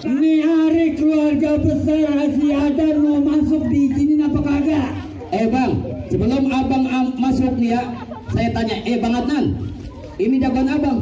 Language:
Betawi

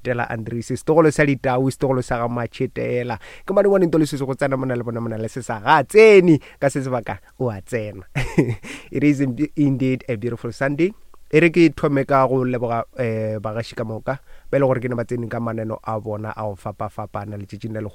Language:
Northern Sotho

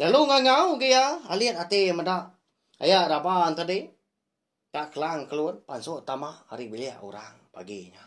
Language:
Iban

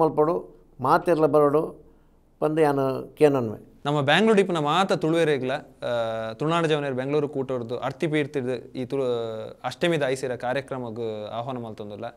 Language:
Tulu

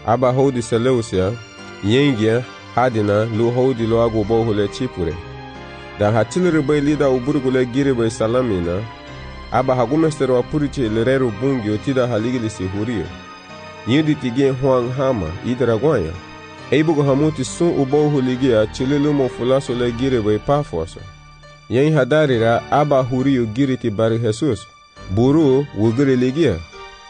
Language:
Garifuna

